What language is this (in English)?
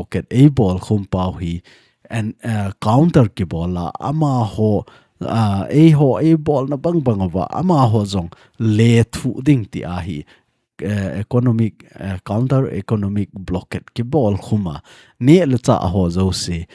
Thado Chin